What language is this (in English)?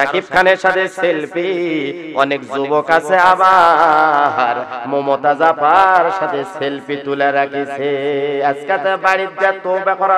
Bangla